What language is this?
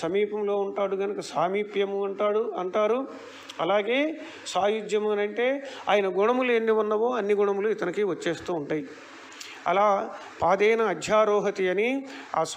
Telugu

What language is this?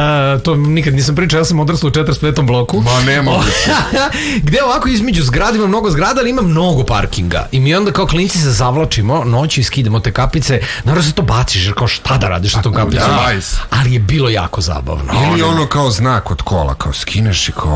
Serbian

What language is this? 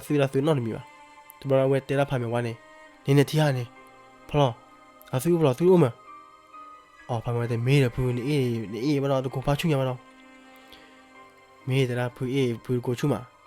S'gaw Karen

